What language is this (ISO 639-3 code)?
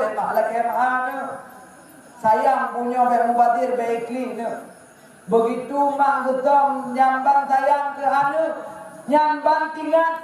ace